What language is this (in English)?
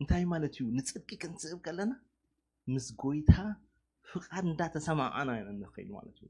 Tigrinya